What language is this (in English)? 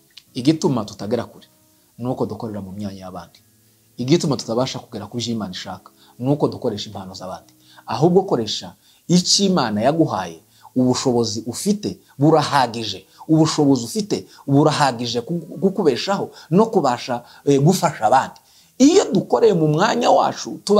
Kinyarwanda